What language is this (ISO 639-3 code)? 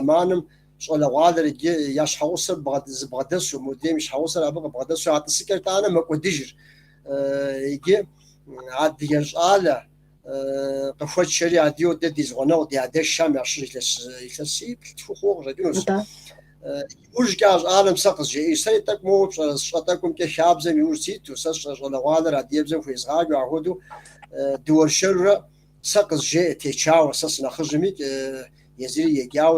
kbd